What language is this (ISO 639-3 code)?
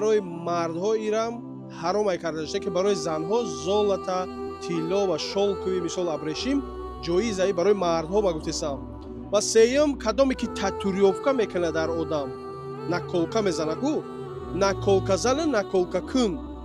tgk